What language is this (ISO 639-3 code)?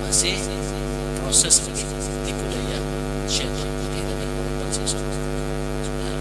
bjn